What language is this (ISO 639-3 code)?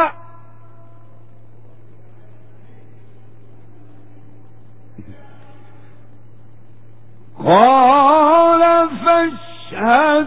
ara